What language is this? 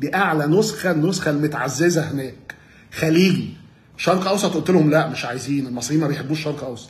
Egyptian Arabic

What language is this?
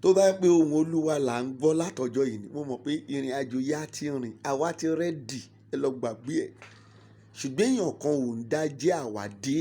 Yoruba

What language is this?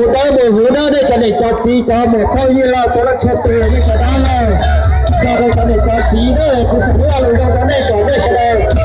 Hmong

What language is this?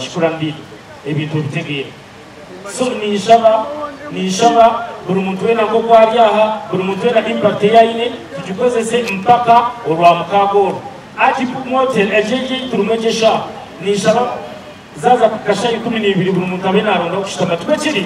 Nyankole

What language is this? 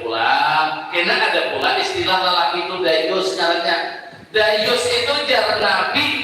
Banjar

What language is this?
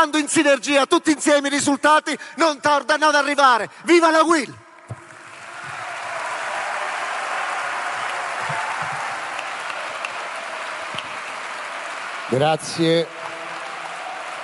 Italian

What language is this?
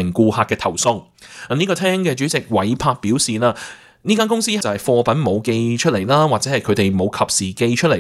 Cantonese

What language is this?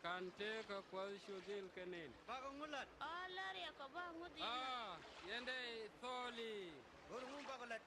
Nuer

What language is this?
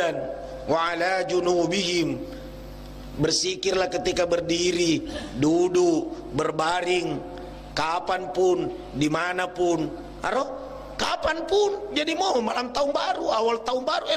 Buginese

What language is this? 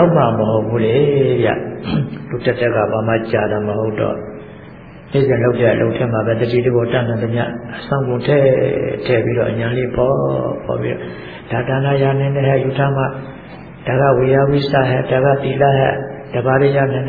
Burmese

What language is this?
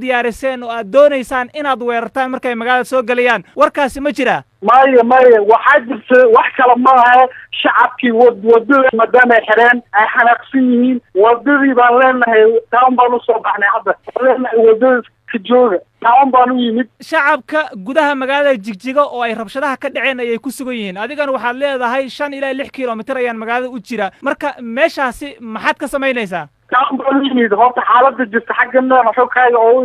Somali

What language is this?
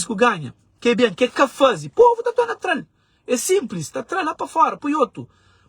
Kabuverdianu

